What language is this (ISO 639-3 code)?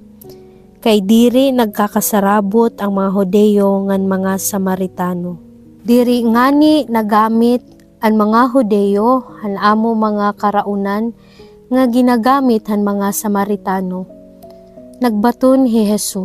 war